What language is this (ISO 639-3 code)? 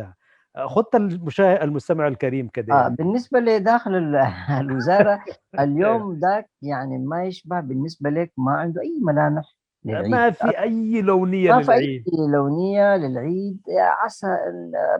apd